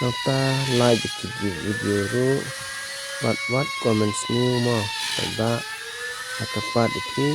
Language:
Khasi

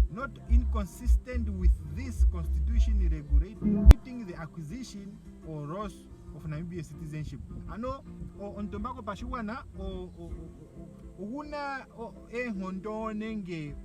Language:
Ndonga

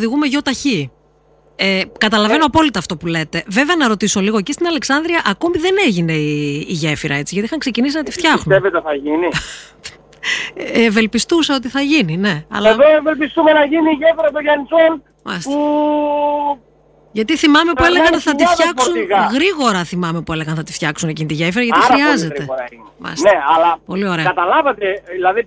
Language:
Greek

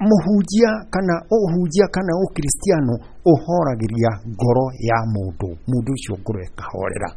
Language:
Kikuyu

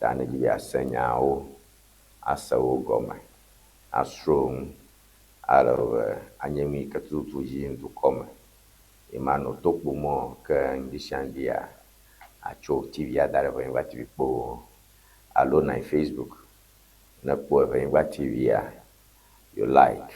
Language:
Ewe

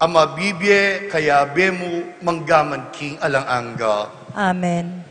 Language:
Pampanga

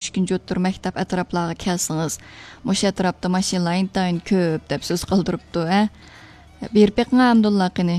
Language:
Uyghur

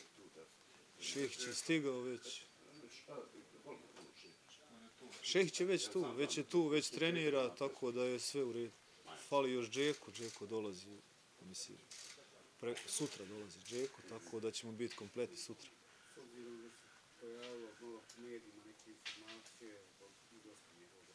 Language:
Bosnian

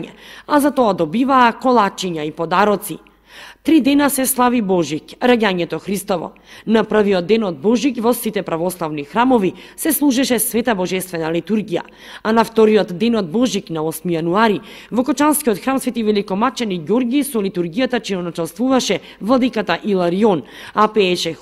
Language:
Macedonian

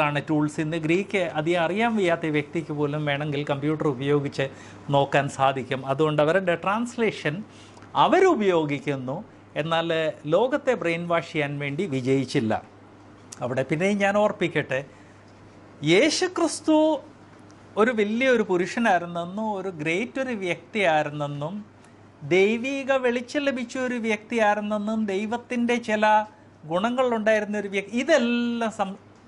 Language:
Malayalam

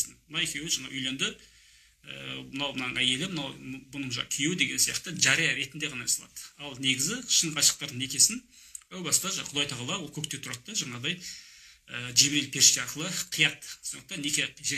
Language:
Kazakh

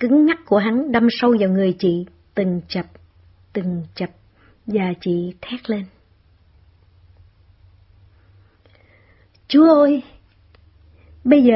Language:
Vietnamese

